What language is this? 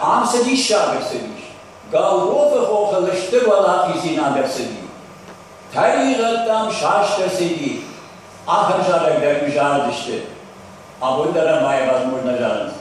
Ossetic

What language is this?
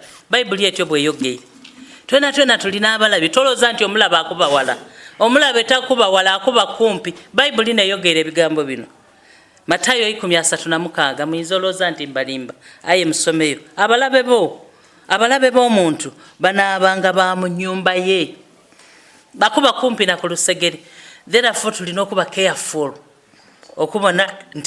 Soga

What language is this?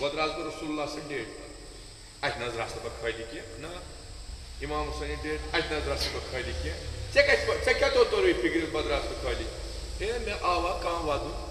Kashmiri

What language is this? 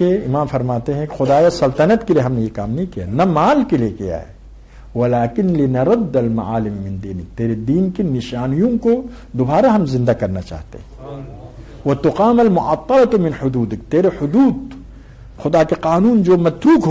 Urdu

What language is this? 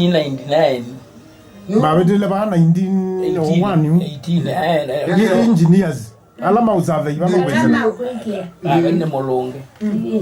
Kamba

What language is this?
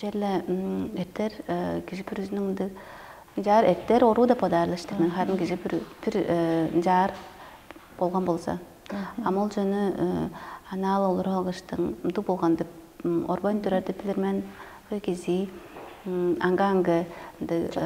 Tuvinian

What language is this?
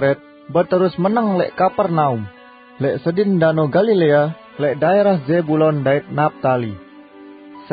Sasak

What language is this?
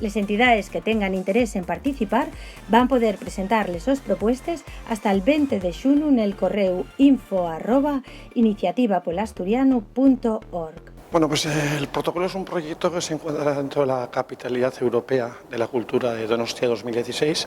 Asturian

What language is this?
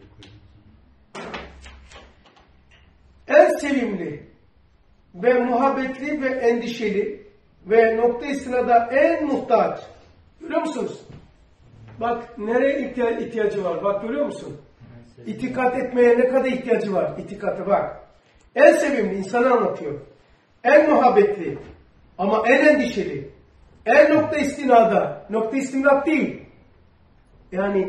Turkish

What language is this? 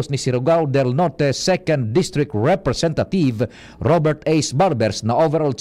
Bikol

